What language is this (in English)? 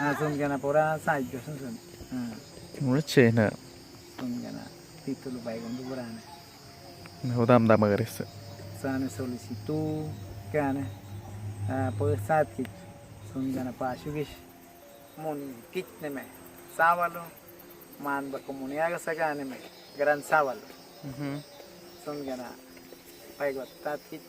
Awa-Cuaiquer